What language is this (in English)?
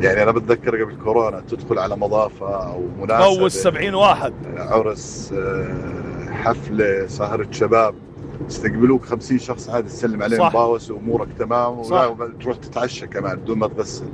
North Levantine Arabic